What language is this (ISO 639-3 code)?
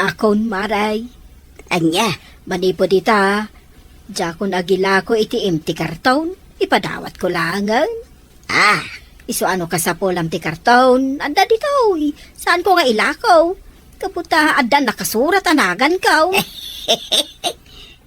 ilo